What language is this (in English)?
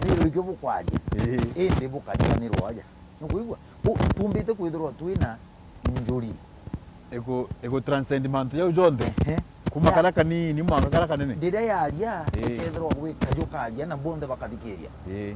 Meru